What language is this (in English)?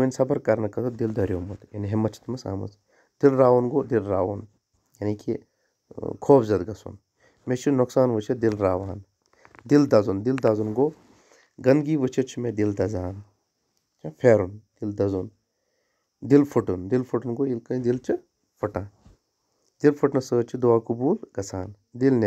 Kashmiri